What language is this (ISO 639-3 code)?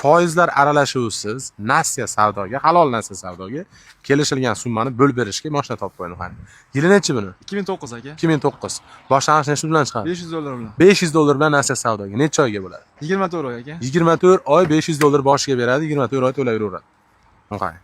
uzb